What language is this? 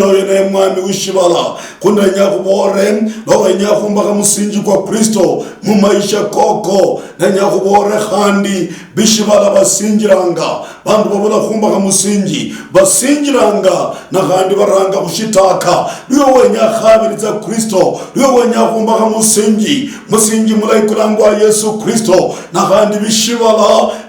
Luyia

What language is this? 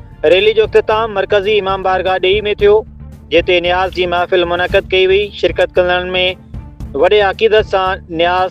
Sindhi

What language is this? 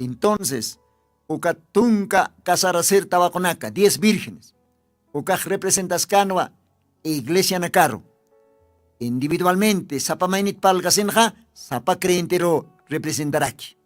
Aymara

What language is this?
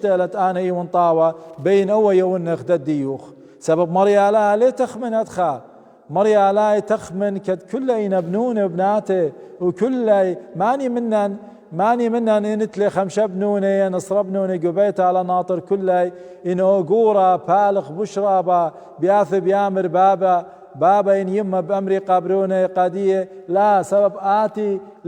Assyrian Neo-Aramaic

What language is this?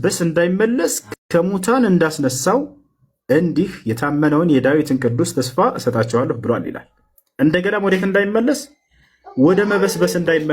Amharic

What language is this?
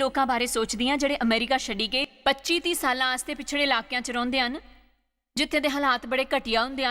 Dogri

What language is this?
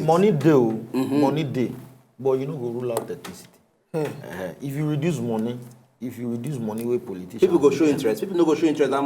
Nigerian Pidgin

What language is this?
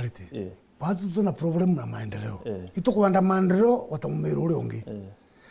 Meru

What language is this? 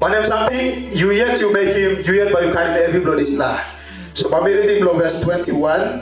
Tok Pisin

